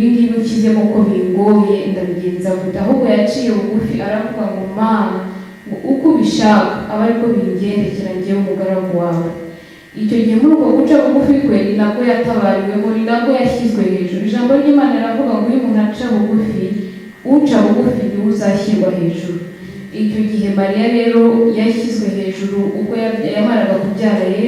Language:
Kinyarwanda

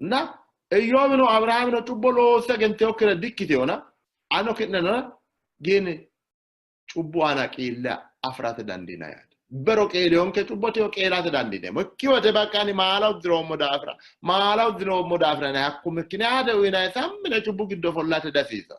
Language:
Sidamo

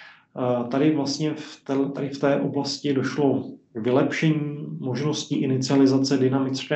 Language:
Czech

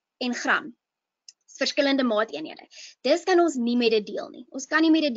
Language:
Afrikaans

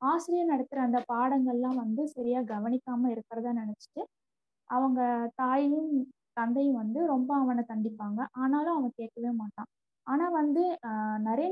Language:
Tamil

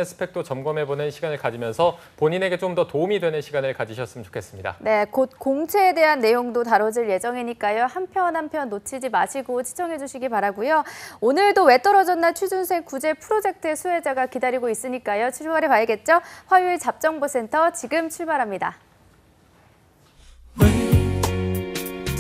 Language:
Korean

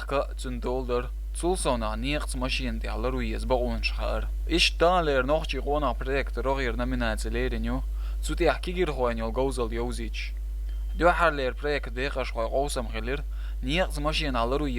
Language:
Chechen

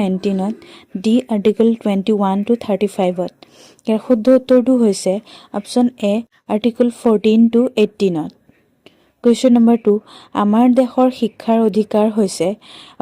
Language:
Assamese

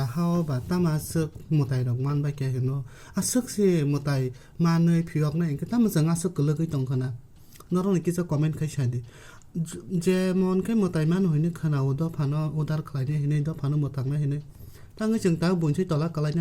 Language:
Kok Borok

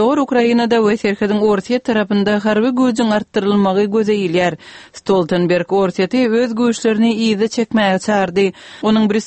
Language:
Turkmen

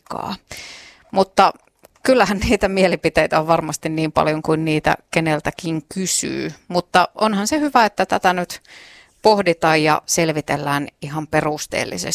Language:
Finnish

